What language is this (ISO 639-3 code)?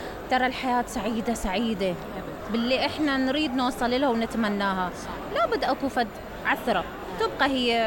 acm